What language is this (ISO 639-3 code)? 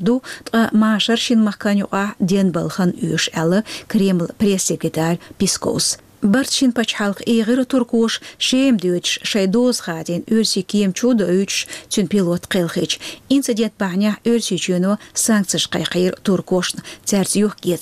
che